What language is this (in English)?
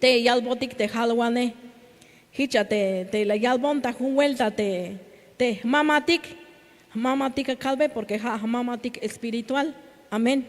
Tzeltal